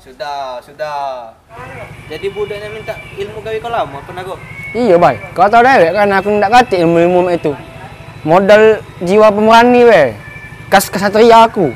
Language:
Musi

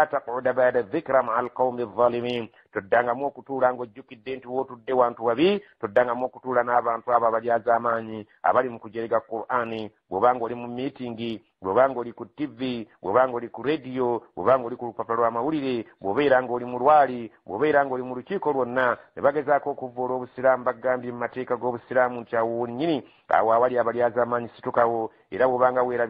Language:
Ganda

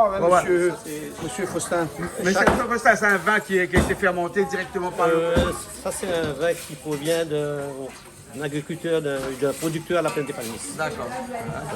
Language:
Réunion Creole French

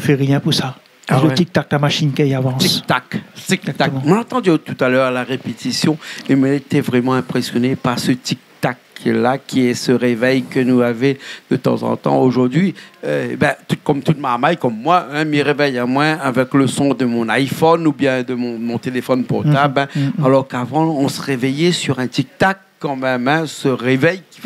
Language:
Réunion Creole French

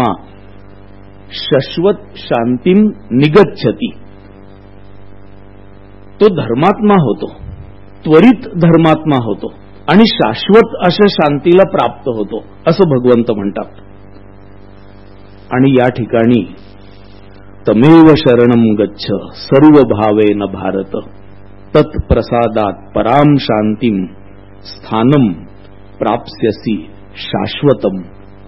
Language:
Marathi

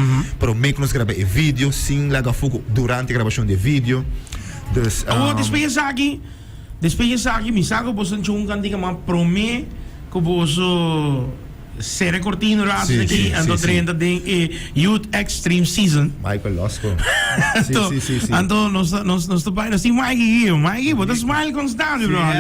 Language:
Papiamento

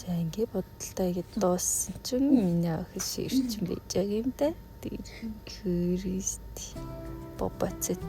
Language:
Mongolian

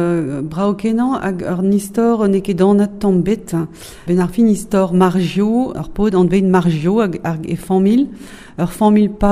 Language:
Breton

